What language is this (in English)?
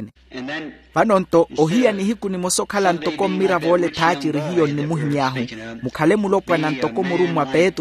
Makhuwa